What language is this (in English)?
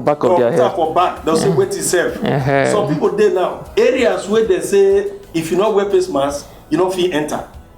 Nigerian Pidgin